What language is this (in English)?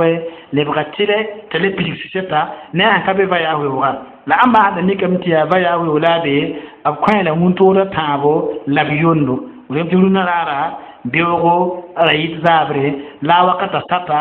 Mossi